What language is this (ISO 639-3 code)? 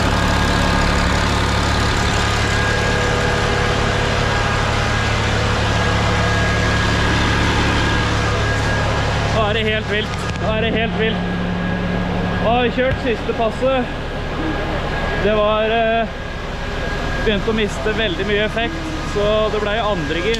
nor